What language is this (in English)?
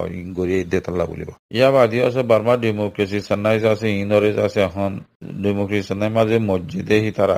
Rohingya